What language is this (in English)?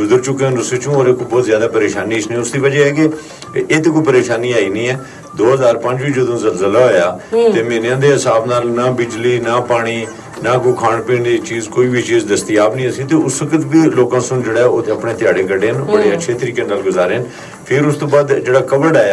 Gujari